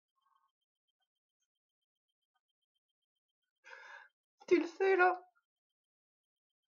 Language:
French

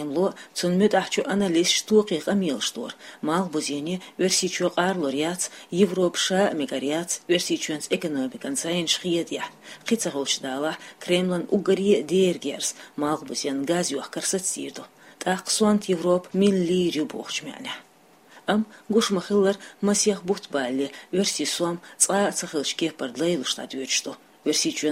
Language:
Chechen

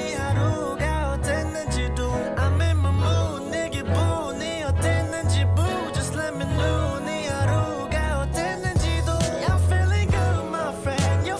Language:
Korean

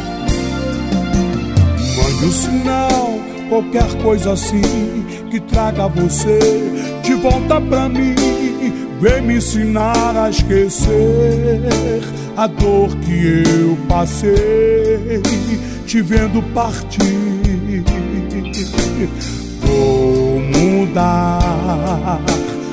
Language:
Portuguese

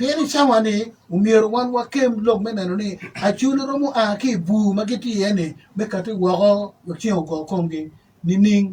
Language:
Acoli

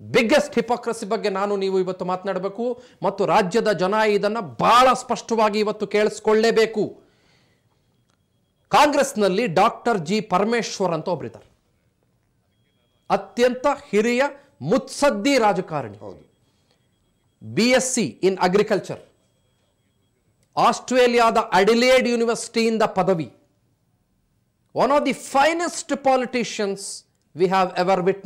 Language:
Kannada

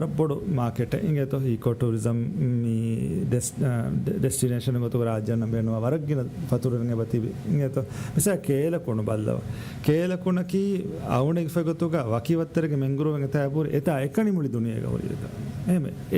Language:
Divehi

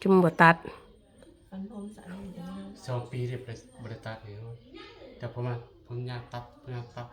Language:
Northeastern Thai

